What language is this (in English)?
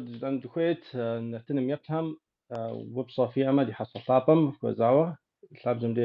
Kabardian